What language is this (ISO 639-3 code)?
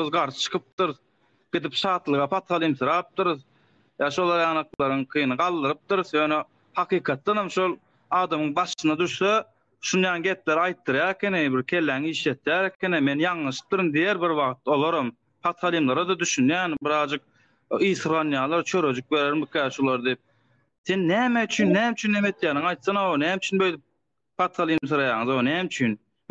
tuk